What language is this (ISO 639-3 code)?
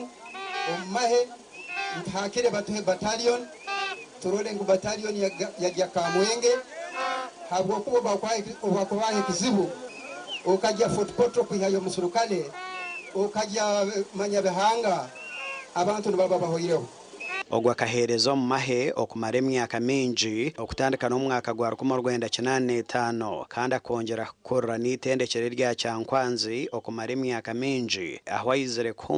nyn